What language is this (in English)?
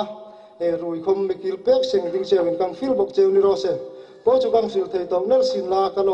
Hmar